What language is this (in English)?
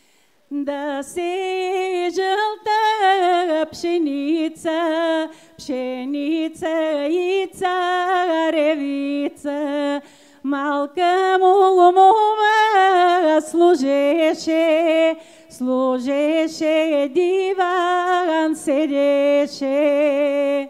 Bulgarian